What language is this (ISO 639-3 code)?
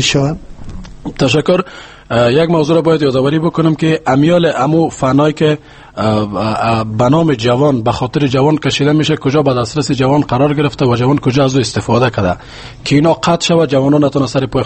fas